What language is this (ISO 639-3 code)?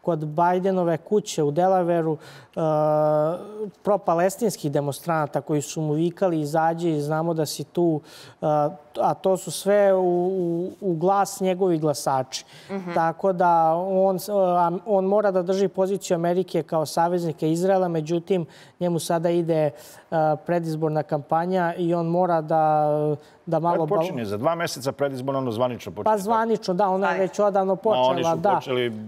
srp